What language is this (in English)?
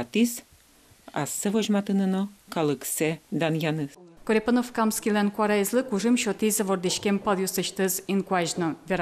Udmurt